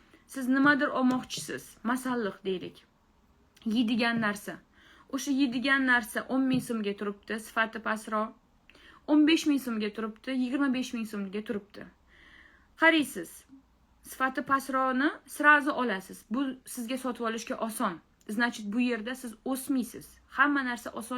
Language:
Uzbek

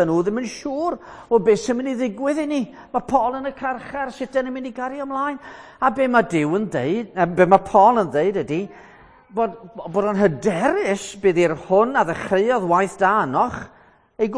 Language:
Welsh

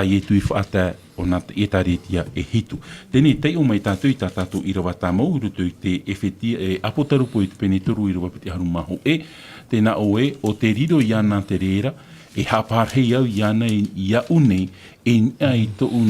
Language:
Tahitian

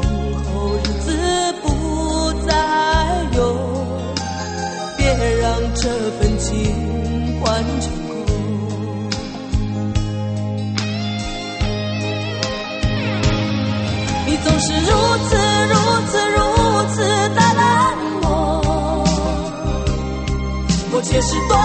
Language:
Chinese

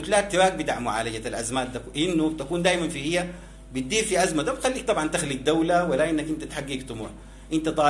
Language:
Sudanese Arabic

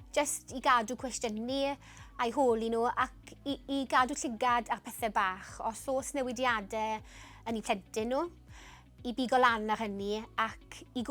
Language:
Welsh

